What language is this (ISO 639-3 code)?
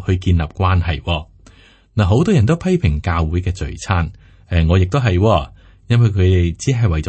yue